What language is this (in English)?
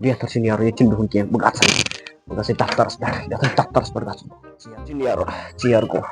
Kashmiri